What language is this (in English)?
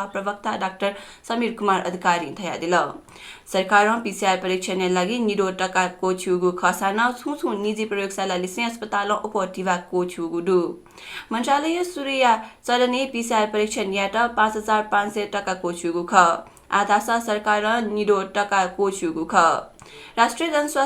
Newari